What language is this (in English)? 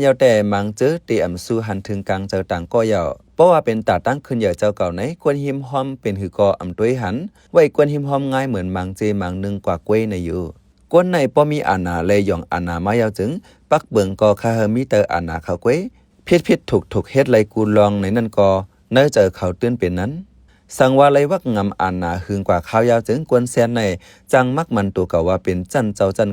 Shan